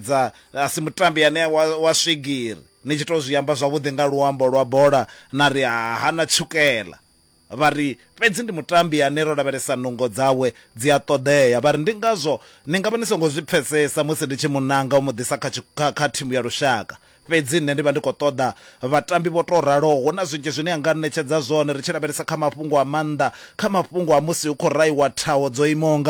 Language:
Venda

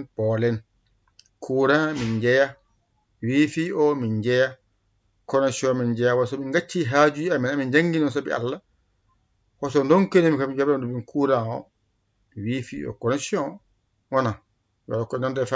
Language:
Fula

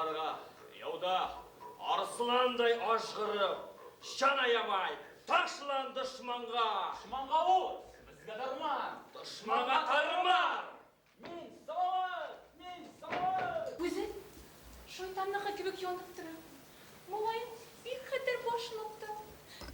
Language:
Bashkir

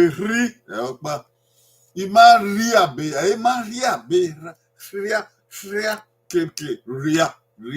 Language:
Bini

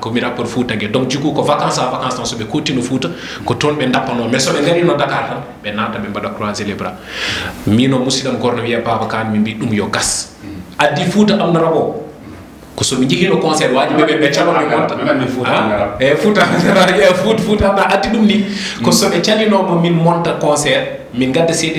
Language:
Fula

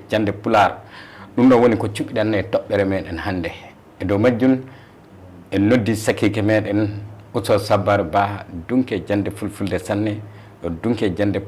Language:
Fula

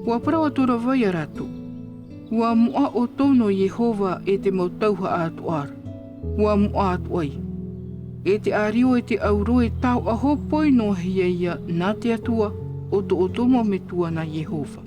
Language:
Tahitian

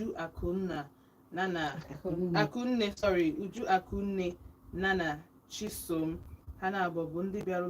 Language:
Igbo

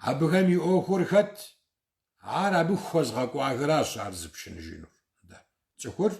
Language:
Kabardian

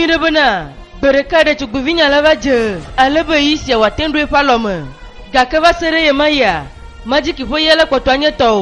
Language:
Ewe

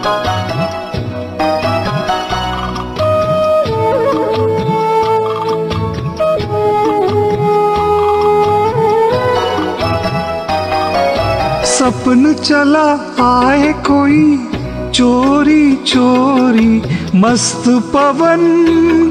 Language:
Hindi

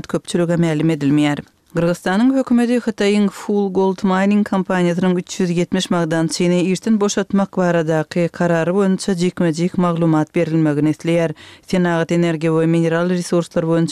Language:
Kyrgyz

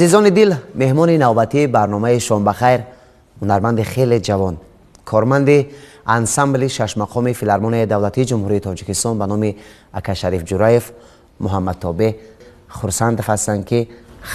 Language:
Tajik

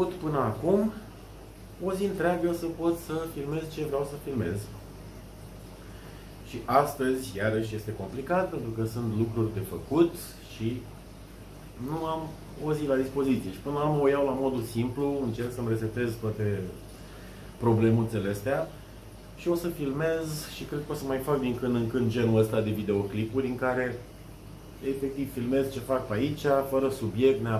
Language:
Romanian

